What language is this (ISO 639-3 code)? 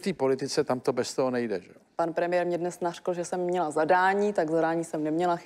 ces